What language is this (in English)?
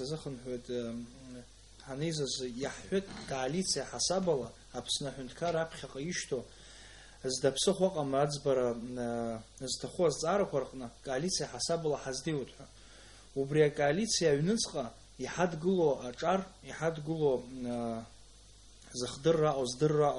Abkhazian